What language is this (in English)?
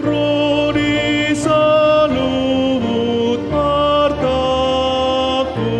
Batak Toba